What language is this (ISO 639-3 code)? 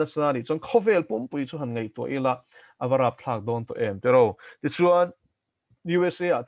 lus